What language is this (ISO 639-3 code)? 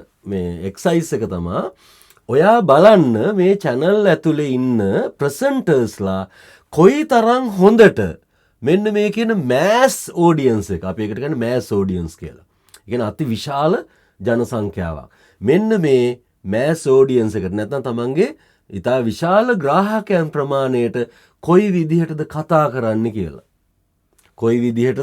sin